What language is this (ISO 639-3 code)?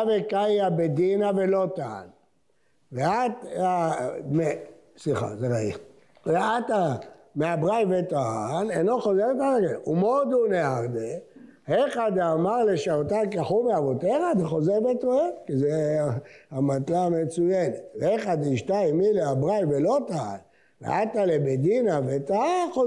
heb